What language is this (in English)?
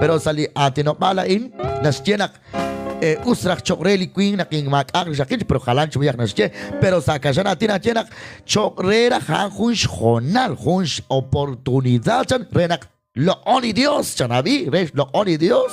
Kekchí